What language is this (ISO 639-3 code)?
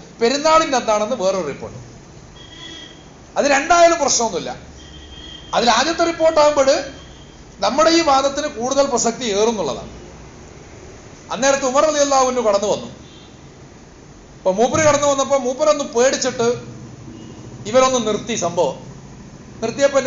mal